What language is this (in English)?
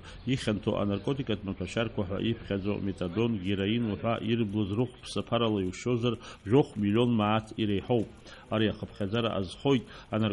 Abkhazian